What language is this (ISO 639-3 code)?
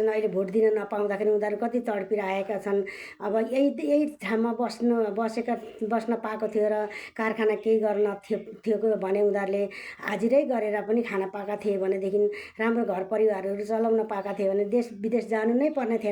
nep